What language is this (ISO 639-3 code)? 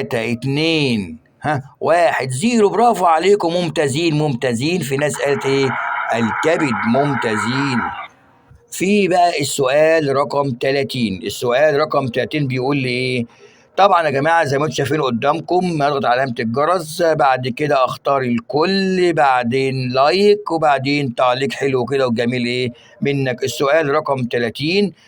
arz